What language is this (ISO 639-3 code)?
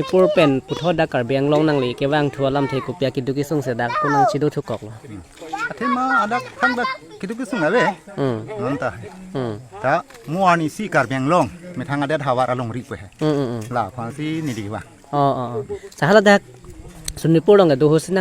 mjw